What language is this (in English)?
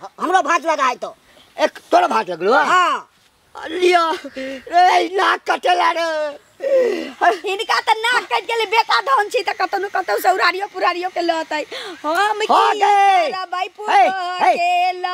Maithili